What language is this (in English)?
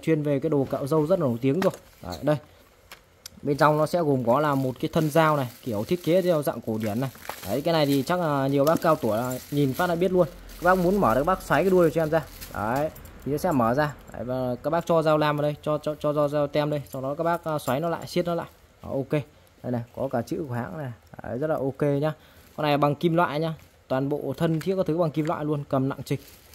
Vietnamese